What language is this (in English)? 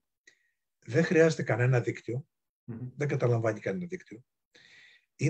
Greek